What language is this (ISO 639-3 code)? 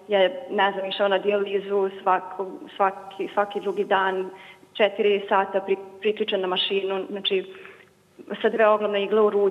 srp